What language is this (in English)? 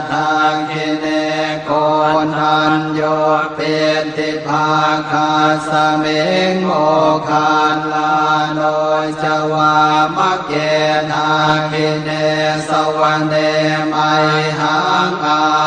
Pali